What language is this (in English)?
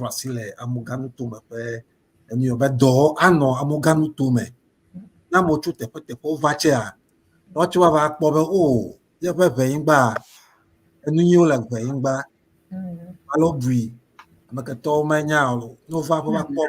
Ewe